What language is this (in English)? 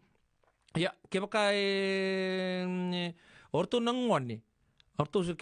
Fijian